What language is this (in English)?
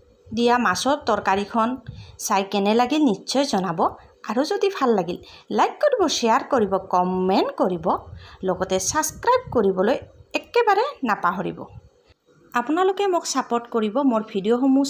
Assamese